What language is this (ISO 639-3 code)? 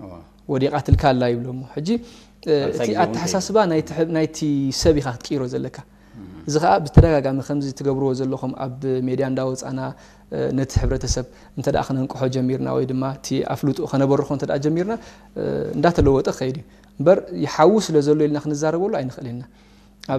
tir